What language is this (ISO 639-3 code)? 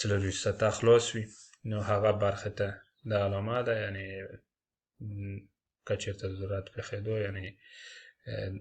pus